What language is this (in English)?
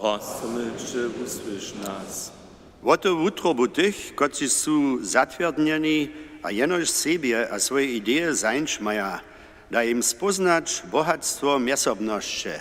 Upper Sorbian